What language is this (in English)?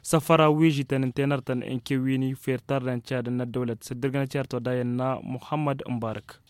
Tamasheq